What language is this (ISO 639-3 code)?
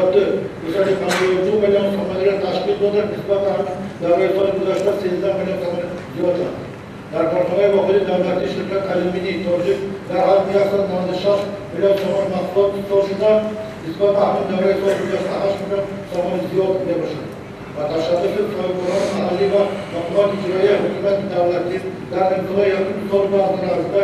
tgk